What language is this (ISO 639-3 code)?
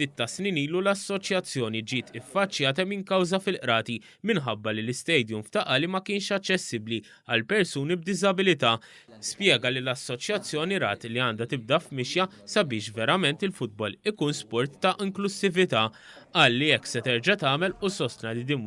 mlt